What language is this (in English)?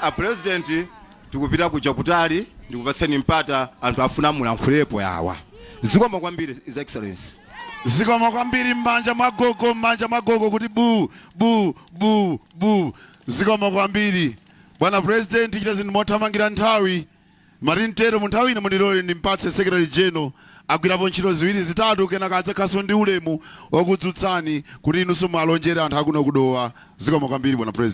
Nyanja